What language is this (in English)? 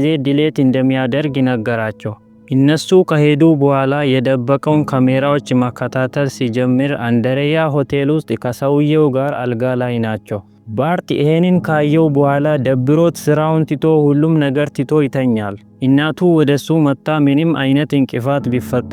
Amharic